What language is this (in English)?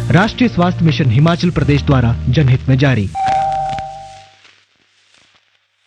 Hindi